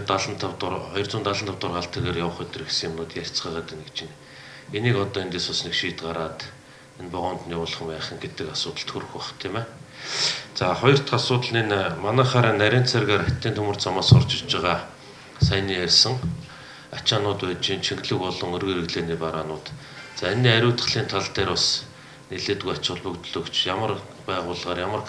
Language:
Mongolian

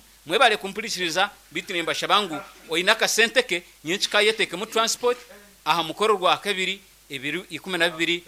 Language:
Nyankole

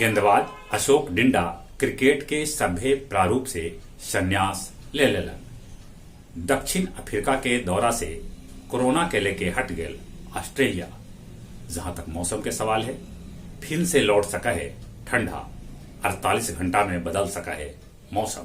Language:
Magahi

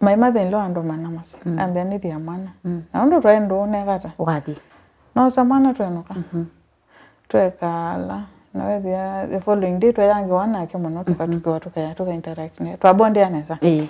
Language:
Kamba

